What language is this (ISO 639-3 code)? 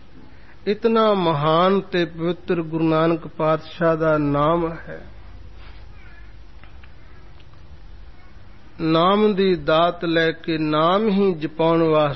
pan